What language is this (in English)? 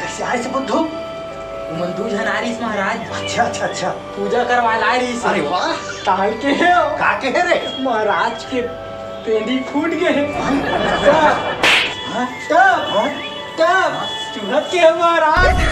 Chhattisgarhi